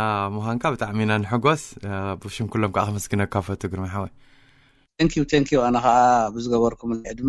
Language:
Tigrinya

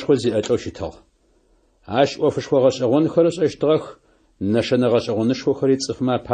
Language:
Adyghe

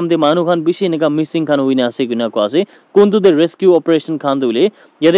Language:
Naga Pidgin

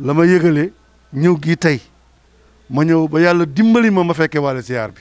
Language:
Wolof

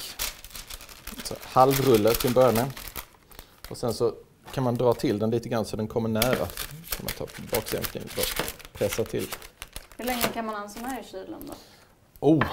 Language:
Swedish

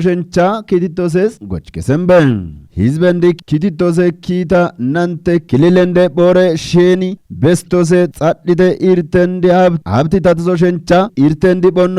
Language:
Kafa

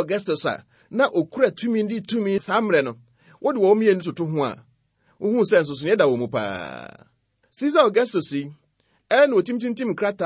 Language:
Akan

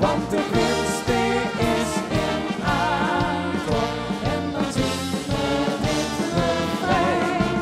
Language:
Limburgish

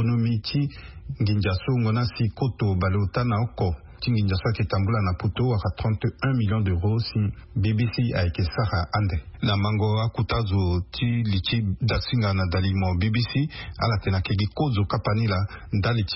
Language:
Sango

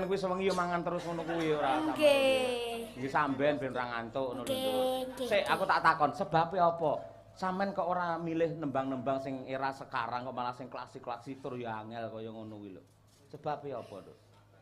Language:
Javanese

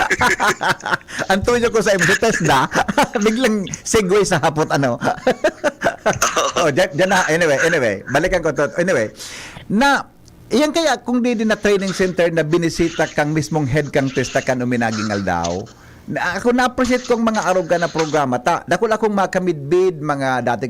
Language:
Bikol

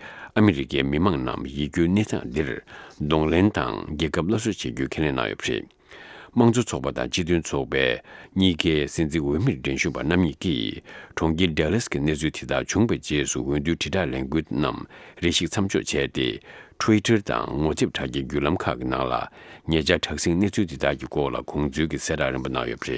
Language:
Tibetan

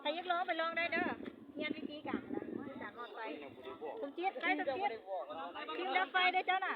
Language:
Lao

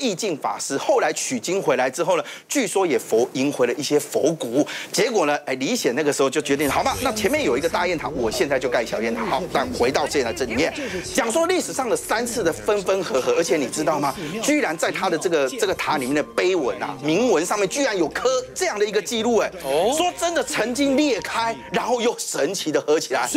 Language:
Chinese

